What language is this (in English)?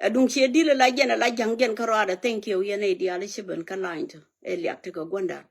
Nuer